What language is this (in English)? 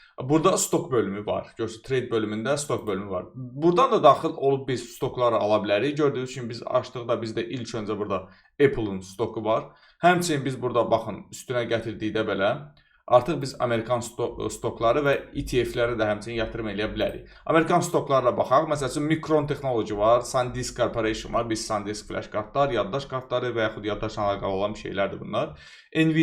Azerbaijani